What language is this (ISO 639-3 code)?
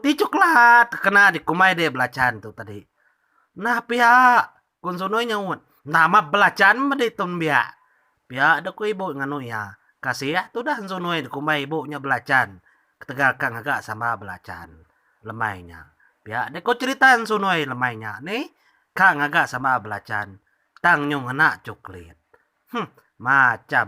iba